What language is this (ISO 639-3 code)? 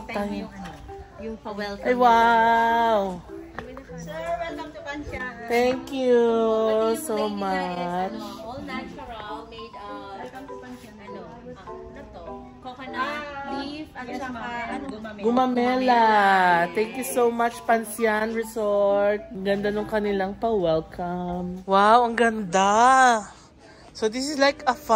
fil